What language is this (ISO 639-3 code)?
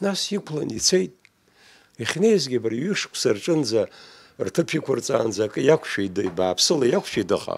abk